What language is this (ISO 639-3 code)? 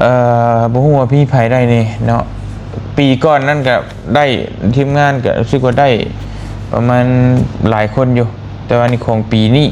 lao